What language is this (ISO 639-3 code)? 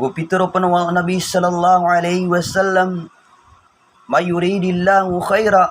mrw